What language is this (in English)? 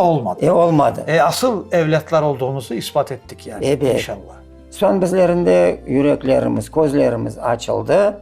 Crimean Tatar